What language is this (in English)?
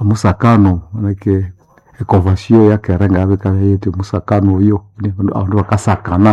Nande